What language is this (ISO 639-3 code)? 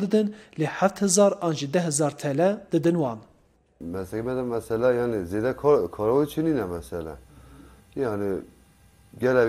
kur